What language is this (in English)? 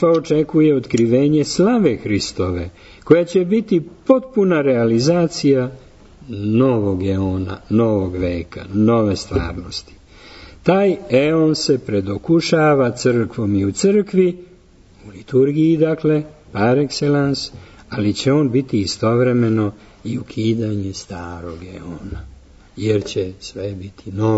Serbian